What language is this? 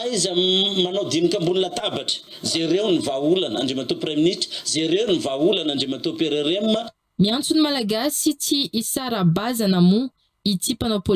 Malagasy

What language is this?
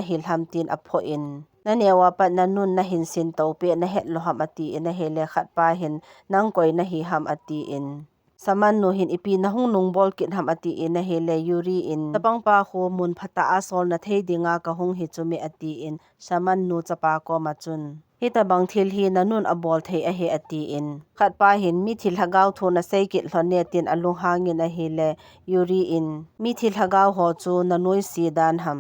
Thado Chin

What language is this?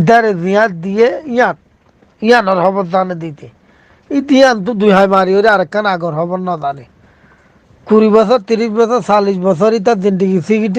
Rohingya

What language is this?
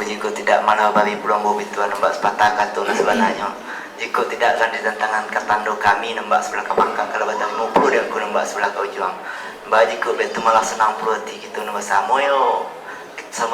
Minangkabau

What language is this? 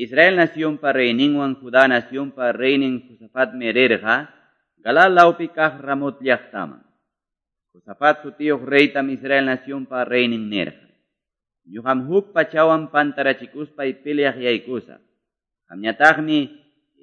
Quechua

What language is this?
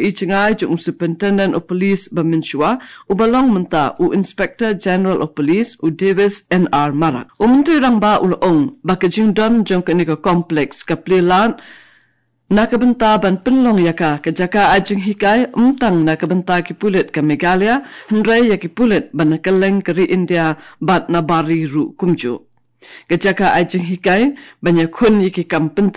Khasi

